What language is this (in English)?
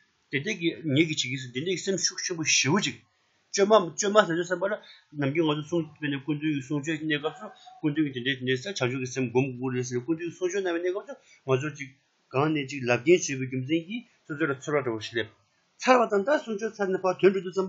Tibetan